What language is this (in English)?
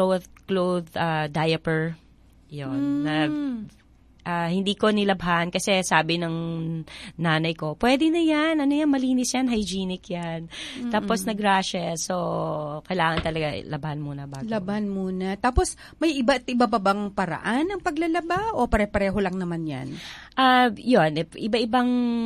Filipino